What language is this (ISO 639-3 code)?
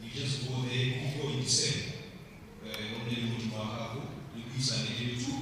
tsn